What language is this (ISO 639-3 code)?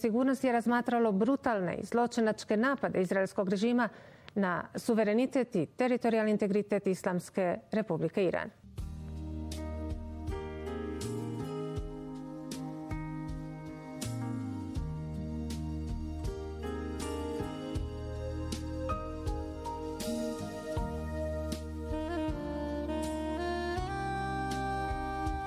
bos